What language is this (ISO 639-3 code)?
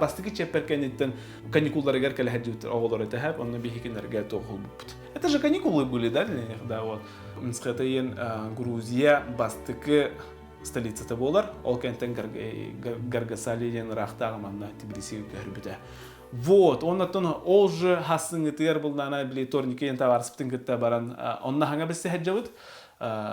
sah